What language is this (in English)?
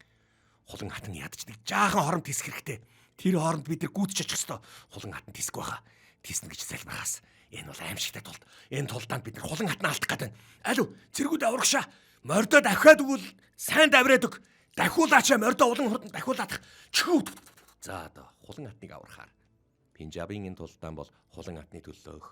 Mongolian